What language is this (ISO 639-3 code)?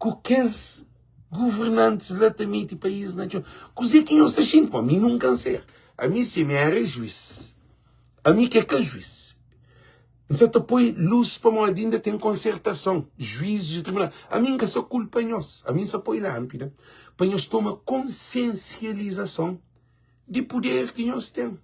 kea